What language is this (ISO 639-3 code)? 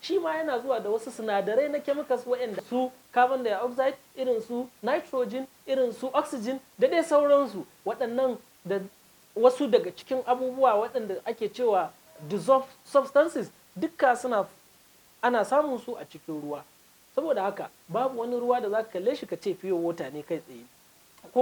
hau